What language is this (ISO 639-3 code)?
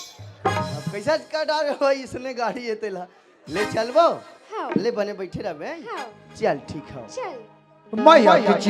hne